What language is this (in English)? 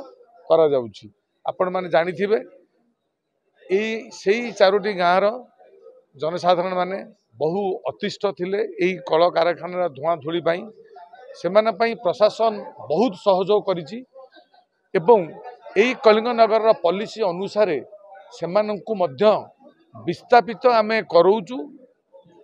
Odia